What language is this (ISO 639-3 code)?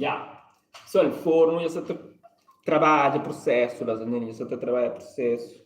kea